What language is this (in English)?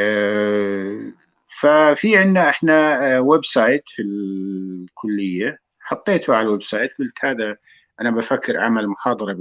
North Levantine Arabic